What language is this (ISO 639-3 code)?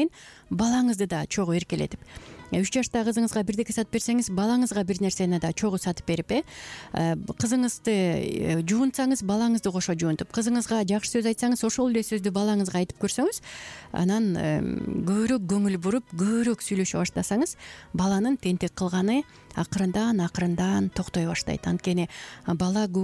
kir